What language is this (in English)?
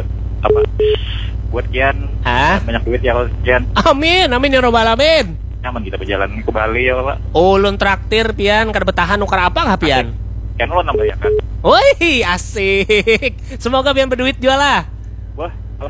Banjar